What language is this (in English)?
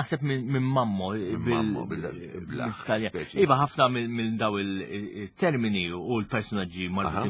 Maltese